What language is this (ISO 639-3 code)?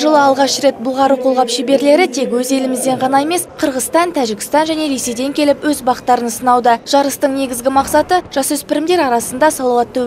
kaz